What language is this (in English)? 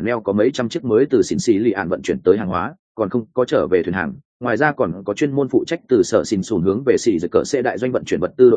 Vietnamese